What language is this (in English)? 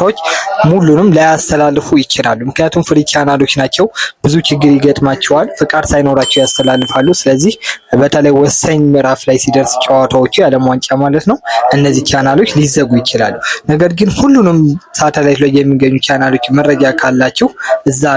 Amharic